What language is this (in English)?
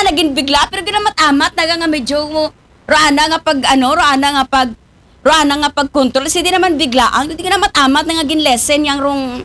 Aklanon